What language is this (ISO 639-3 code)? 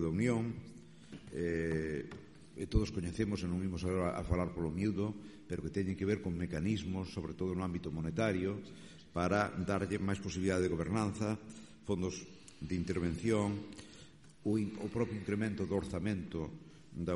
glg